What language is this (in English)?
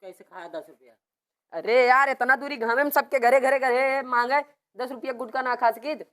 Awadhi